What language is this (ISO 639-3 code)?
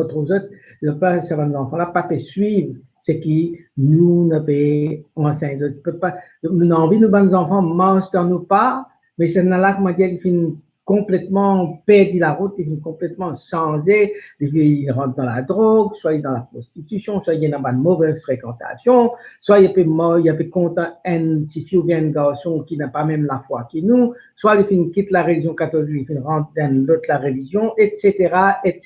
mfe